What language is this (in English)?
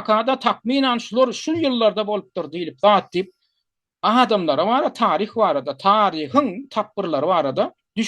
Turkmen